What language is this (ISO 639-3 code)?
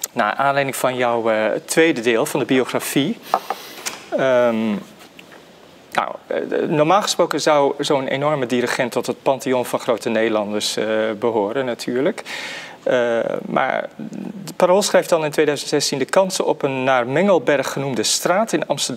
nld